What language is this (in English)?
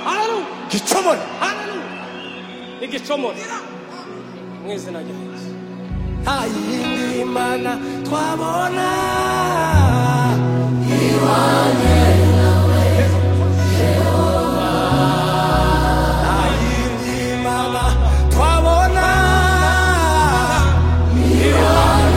Kinyarwanda